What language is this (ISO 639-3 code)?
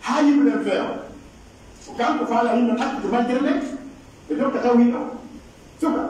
fuf